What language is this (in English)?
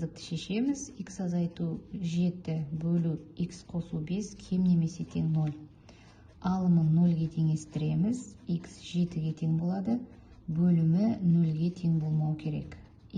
Kazakh